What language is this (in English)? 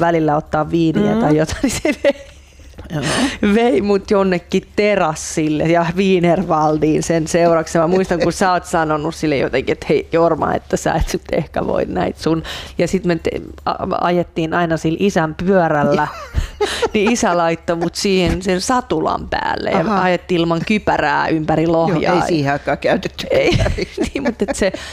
Finnish